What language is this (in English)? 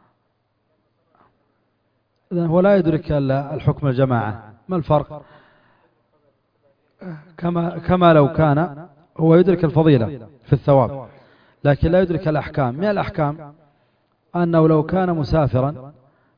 Arabic